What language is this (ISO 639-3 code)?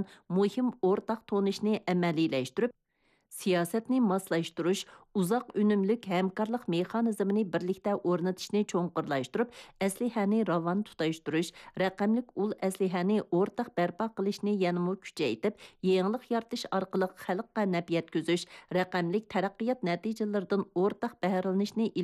uig